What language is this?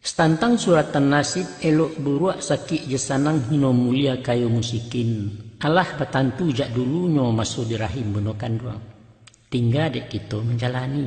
Minangkabau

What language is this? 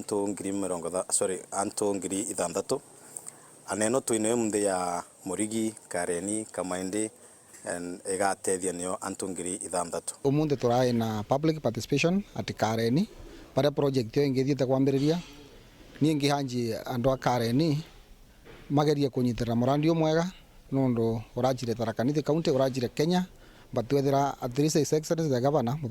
Meru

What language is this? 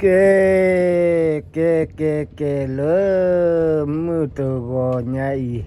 S'gaw Karen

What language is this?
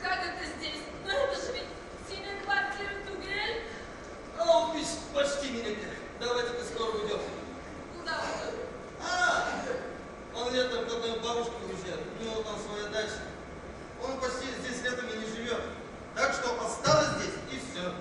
Tatar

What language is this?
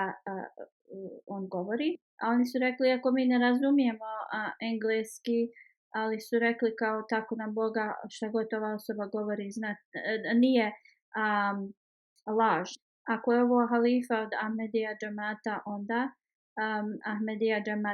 Bosnian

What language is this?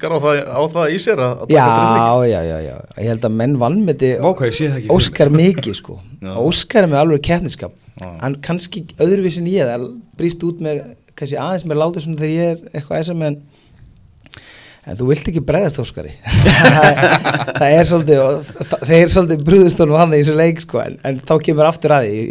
Icelandic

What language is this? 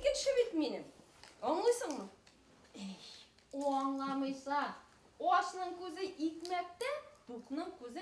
Bashkir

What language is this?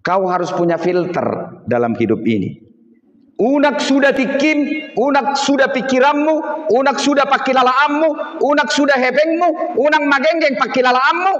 Batak Toba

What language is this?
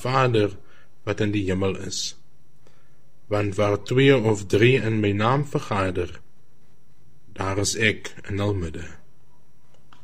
Afrikaans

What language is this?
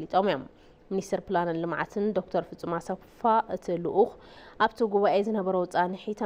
Tigrinya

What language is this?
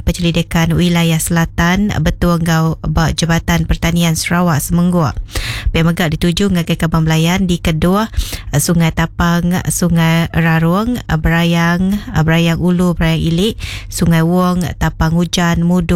Iban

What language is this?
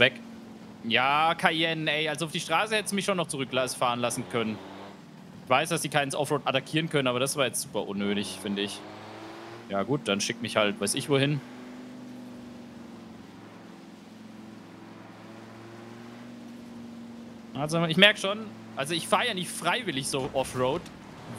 German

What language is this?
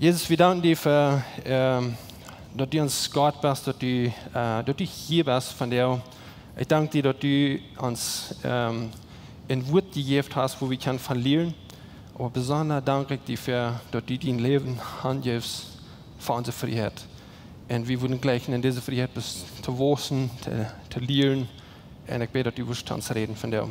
Plautdietsch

